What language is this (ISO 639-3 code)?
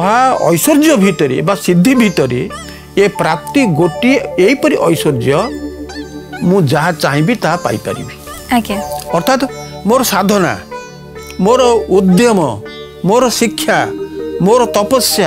ori